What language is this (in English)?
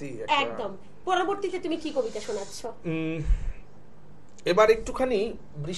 Bangla